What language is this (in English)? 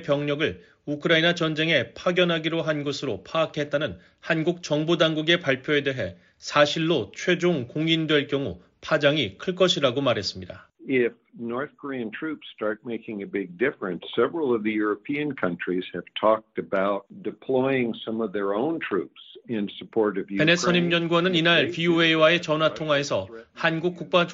Korean